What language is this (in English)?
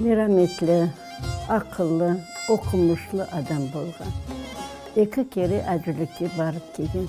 Crimean Tatar